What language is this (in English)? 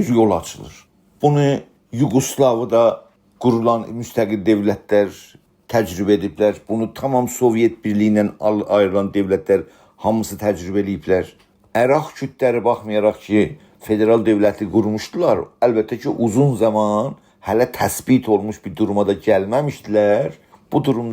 South Azerbaijani